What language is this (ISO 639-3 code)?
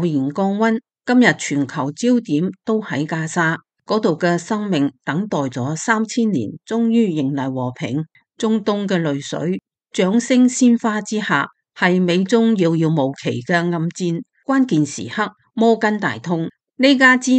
yue